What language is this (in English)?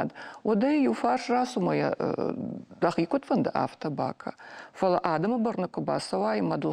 Ossetic